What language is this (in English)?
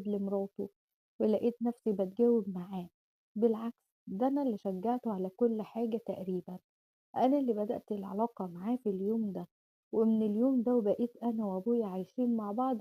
Egyptian Arabic